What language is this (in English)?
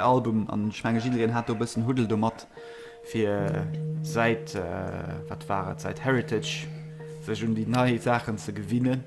Luxembourgish